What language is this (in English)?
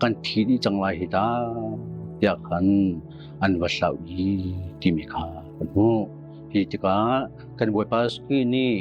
Hakha Chin